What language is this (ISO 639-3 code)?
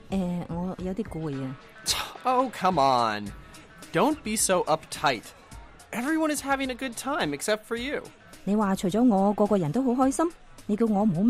yue